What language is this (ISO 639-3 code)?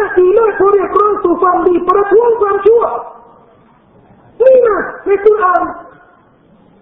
tha